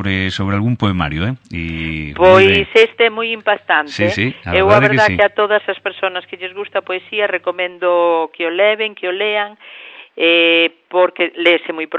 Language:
Galician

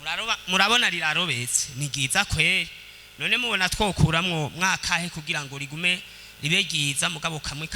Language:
Rundi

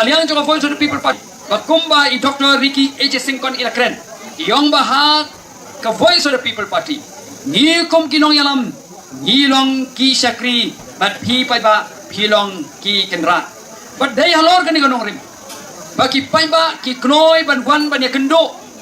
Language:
Khasi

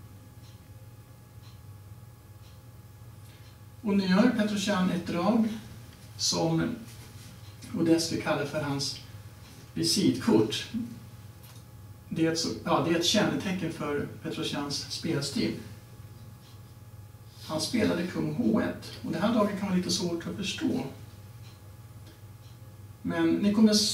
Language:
Swedish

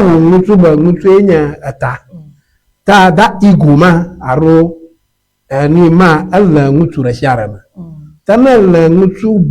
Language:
Ewe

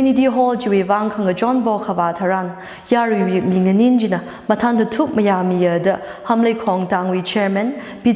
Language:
Tangkhul Naga (India)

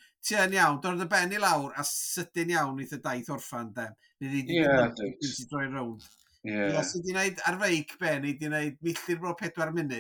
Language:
Welsh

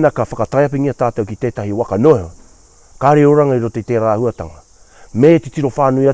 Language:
Māori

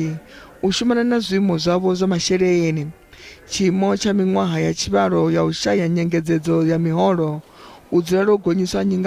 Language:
Venda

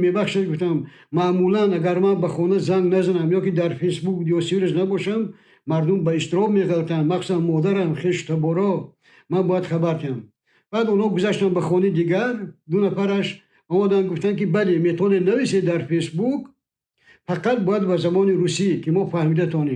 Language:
Tajik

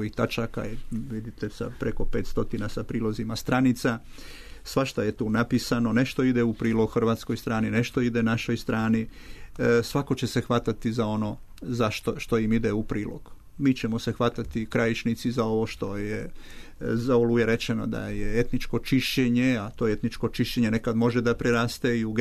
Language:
Serbian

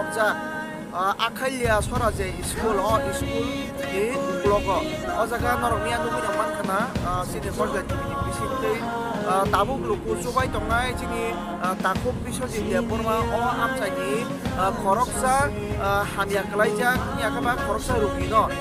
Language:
Kok Borok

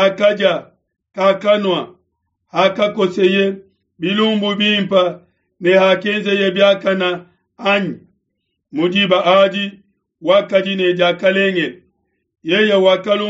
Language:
Luba-Lulua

